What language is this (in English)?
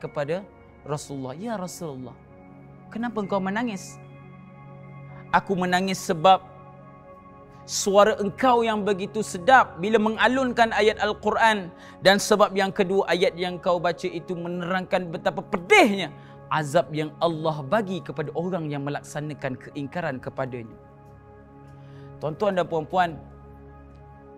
Malay